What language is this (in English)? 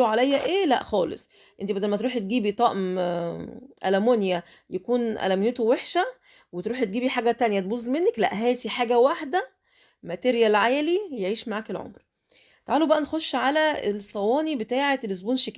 Egyptian Arabic